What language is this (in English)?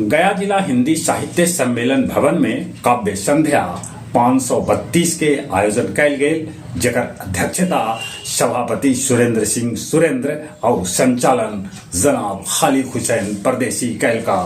Magahi